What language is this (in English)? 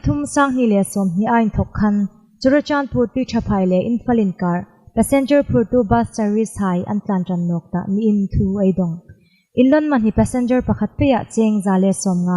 Hmar